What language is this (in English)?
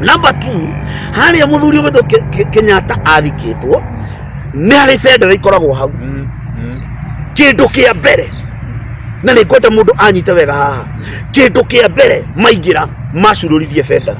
Kikuyu